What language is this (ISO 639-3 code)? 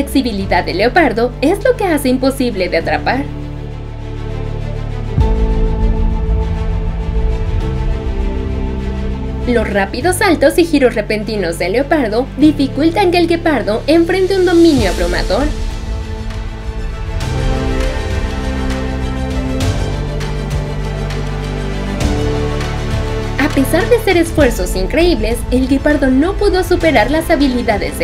spa